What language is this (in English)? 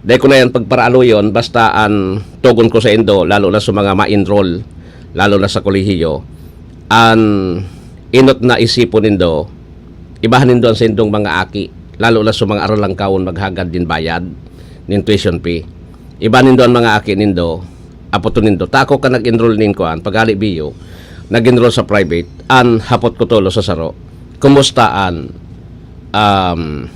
Bikol